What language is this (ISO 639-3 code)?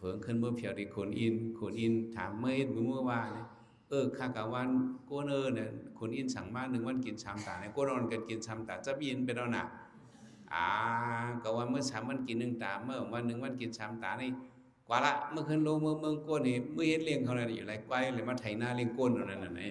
shn